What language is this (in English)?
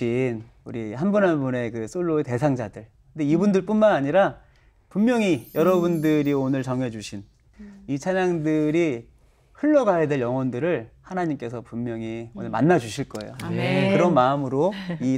Korean